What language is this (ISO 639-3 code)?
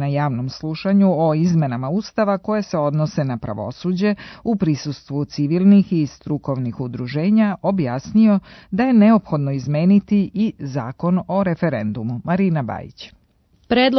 srp